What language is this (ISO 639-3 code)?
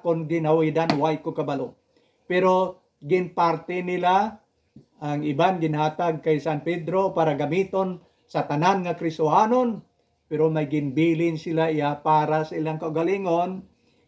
hil